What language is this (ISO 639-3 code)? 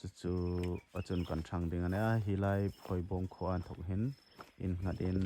hmr